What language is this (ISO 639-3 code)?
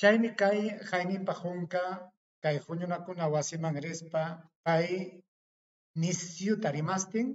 quy